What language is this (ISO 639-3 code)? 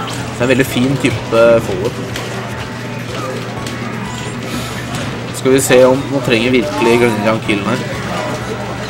nor